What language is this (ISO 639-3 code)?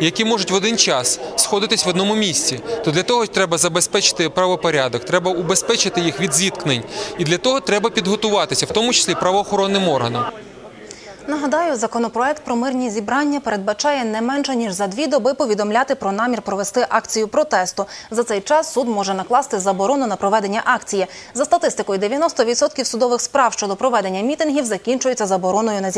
ukr